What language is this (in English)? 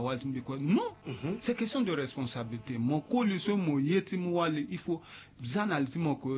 Sango